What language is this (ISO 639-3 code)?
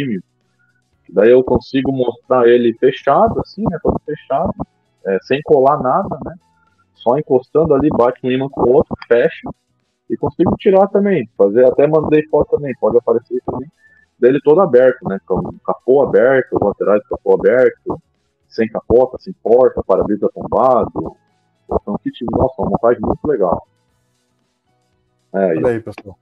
por